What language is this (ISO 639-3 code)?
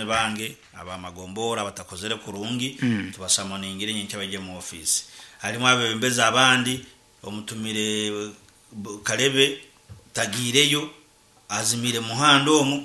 nyo